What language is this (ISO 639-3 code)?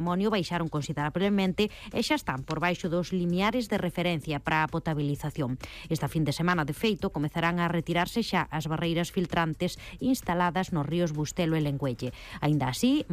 glg